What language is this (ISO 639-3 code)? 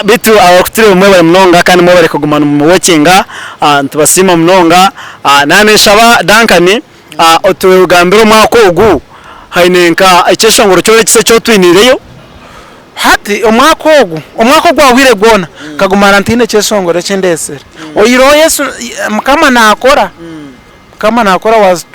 nyn